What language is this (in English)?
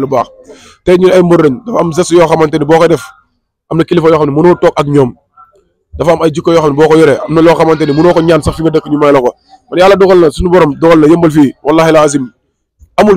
Wolof